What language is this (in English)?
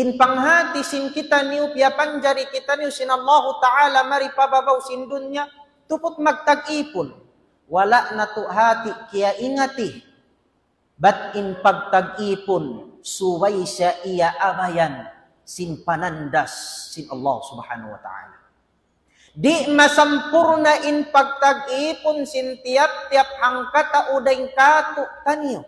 Tausug